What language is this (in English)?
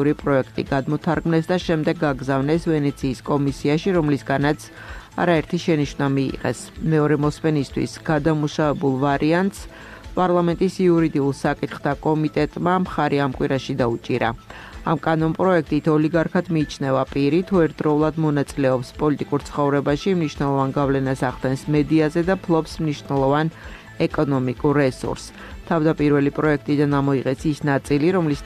Georgian